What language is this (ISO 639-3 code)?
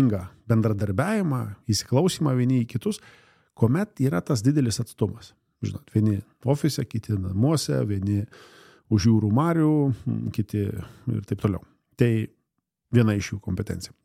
lit